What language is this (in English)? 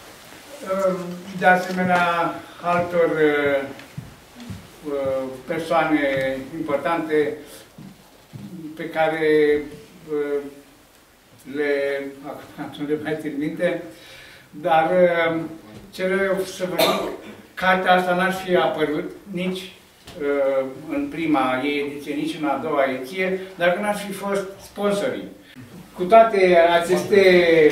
Romanian